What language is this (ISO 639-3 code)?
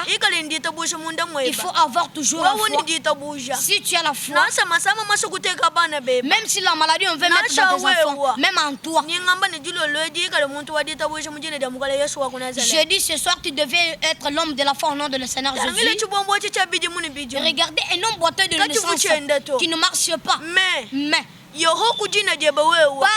lua